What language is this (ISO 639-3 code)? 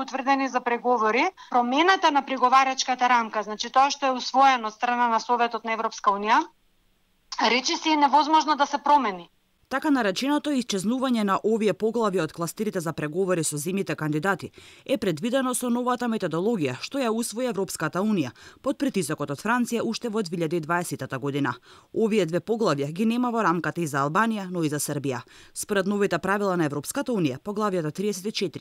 mkd